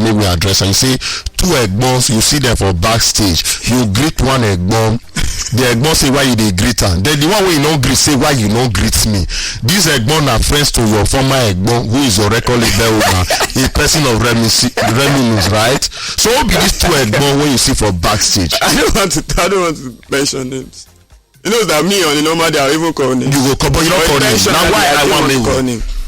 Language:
Nigerian Pidgin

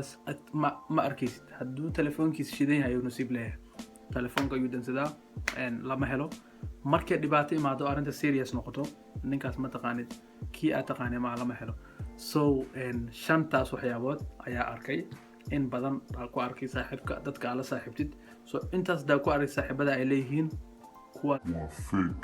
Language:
Somali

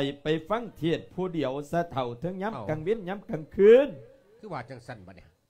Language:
Lao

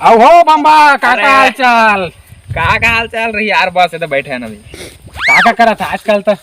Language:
Chhattisgarhi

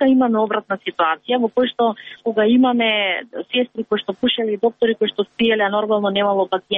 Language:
Macedonian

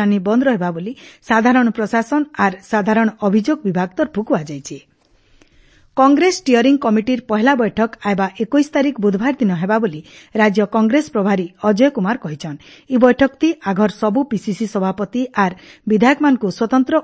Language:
Odia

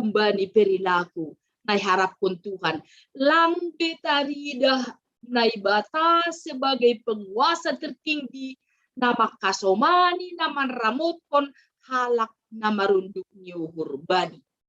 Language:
Batak Simalungun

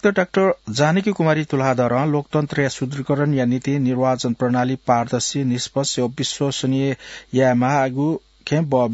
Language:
Newari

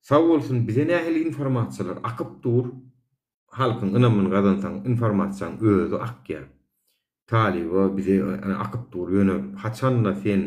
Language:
Turkmen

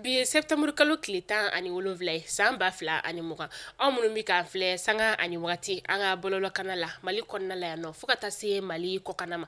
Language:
Bambara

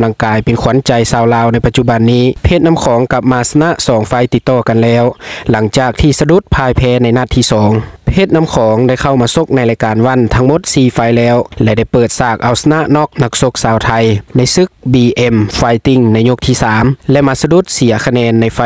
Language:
Lao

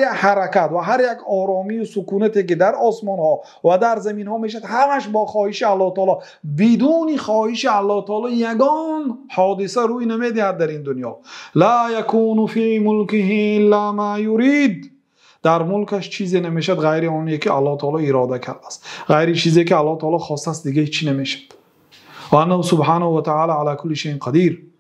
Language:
Persian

